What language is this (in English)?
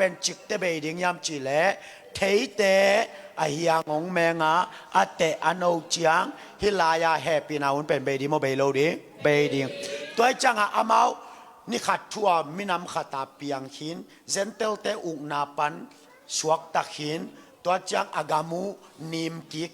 Tedim Chin